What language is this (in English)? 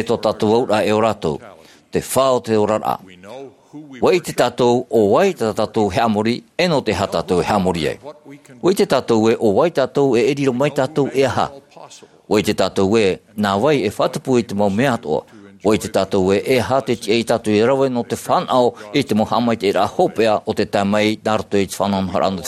Tahitian